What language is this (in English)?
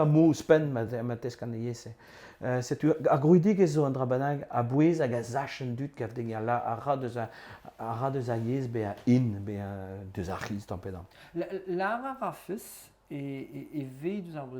Breton